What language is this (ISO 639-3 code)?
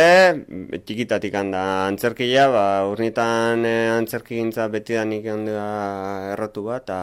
eus